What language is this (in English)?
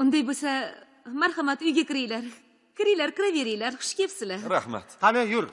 Uzbek